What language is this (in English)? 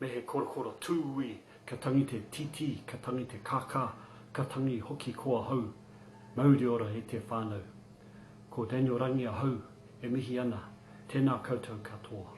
Māori